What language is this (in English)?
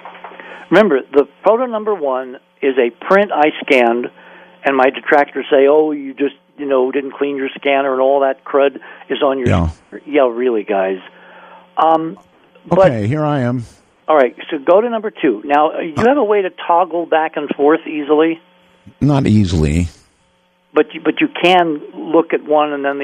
English